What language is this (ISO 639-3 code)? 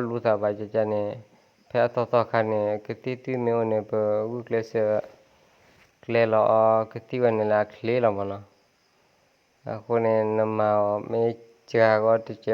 ksw